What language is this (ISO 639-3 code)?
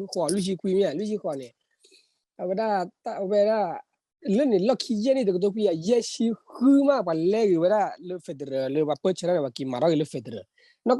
ksw